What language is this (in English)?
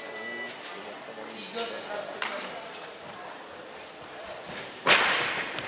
Czech